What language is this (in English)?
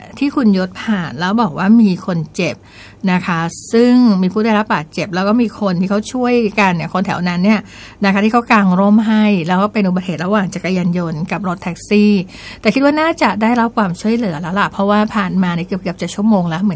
Thai